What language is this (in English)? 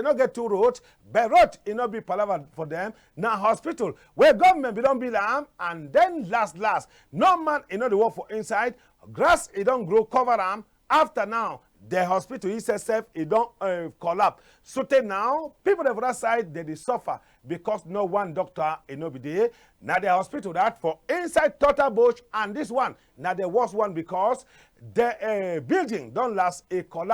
Cameroon Pidgin